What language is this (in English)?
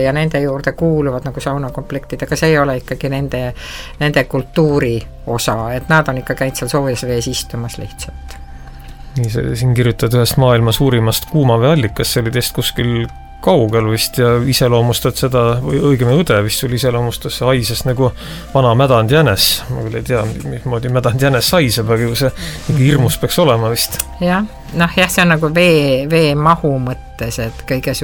Estonian